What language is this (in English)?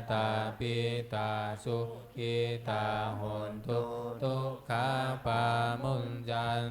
Pali